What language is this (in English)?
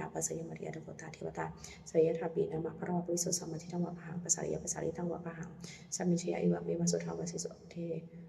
Pali